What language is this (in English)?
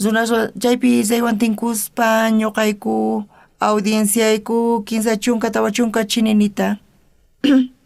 South Bolivian Quechua